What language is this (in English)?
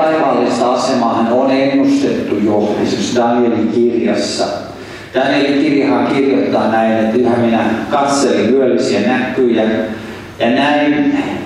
Finnish